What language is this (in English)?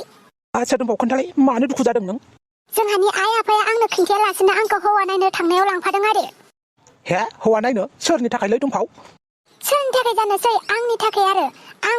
Bodo